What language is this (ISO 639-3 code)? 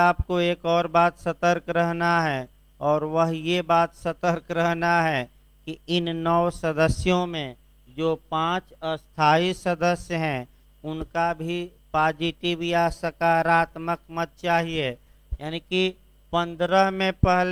hin